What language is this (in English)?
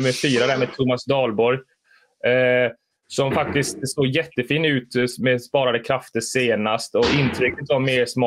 Swedish